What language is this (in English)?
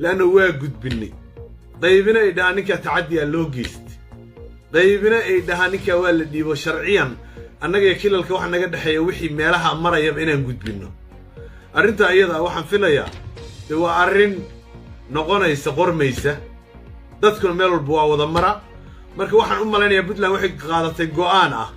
Somali